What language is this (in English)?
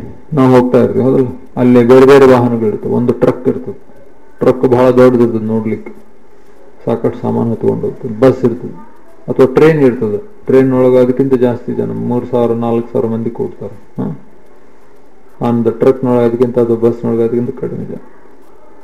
Kannada